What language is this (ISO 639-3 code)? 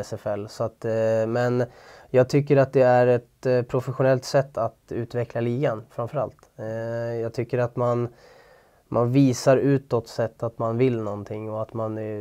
swe